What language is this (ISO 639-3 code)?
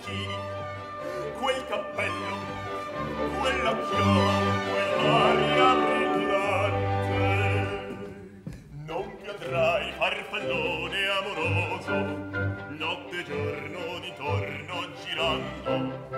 ita